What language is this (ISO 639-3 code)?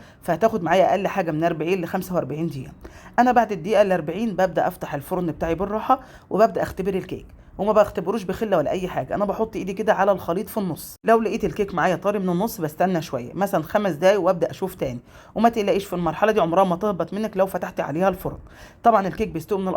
arz